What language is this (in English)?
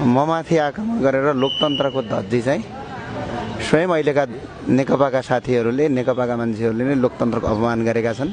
Nepali